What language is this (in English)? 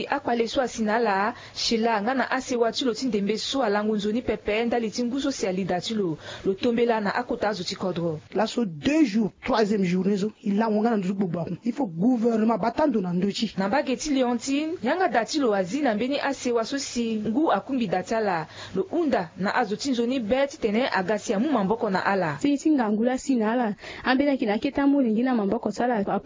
Sango